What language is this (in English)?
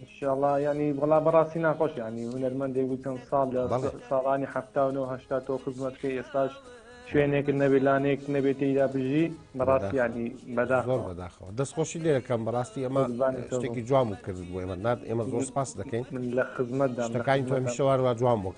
Central Kurdish